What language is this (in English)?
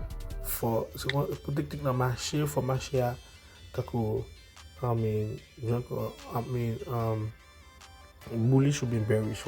Haitian Creole